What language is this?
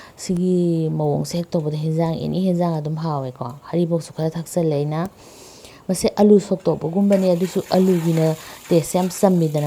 Manipuri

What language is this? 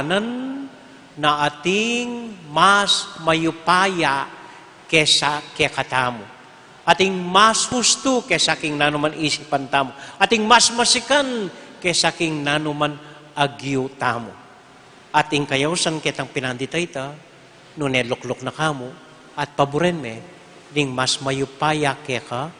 Pampanga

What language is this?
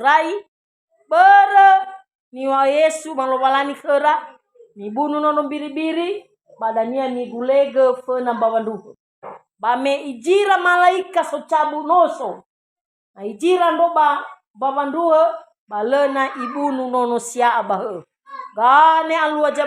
Nias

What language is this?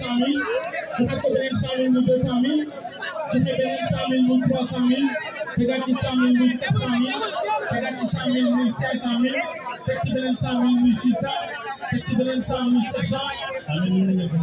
Wolof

